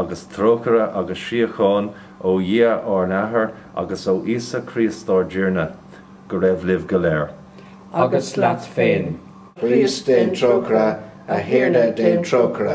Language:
Irish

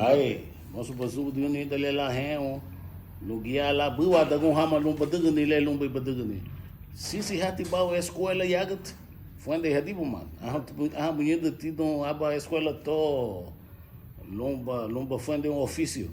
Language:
Garifuna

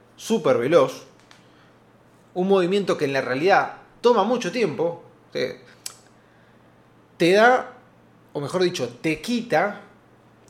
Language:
Spanish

